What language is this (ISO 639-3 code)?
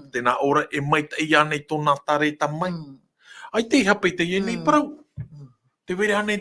tah